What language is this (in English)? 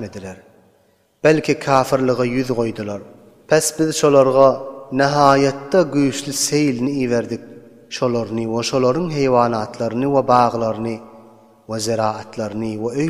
Turkmen